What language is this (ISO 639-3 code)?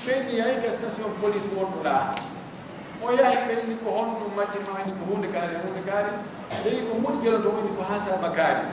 fuf